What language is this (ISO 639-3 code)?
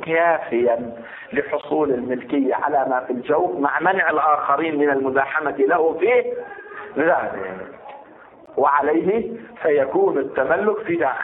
ara